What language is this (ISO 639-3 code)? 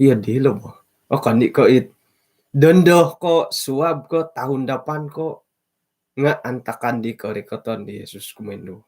dtp